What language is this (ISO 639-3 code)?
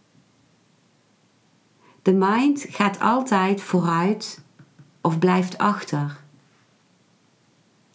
nld